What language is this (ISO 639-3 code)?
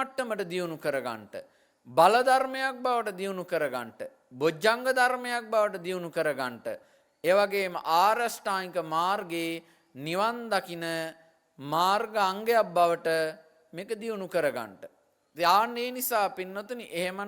sin